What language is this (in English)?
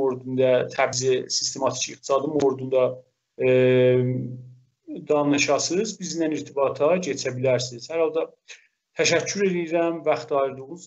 South Azerbaijani